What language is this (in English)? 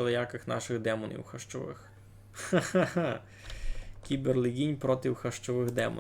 Rusyn